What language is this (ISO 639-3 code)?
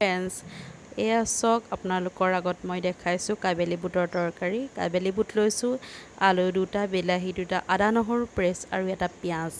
asm